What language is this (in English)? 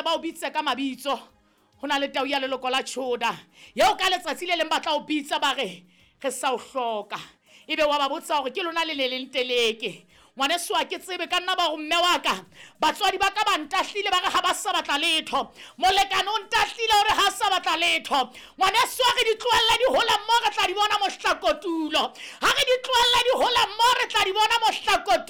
Southern Sotho